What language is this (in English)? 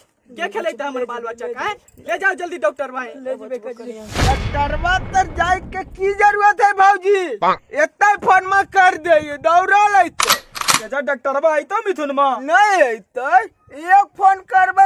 Magahi